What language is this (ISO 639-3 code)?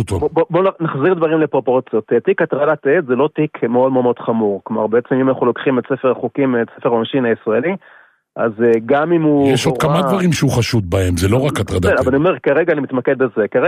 heb